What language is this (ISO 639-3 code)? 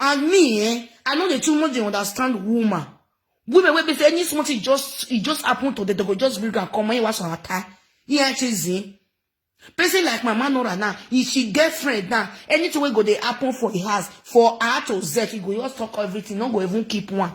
pcm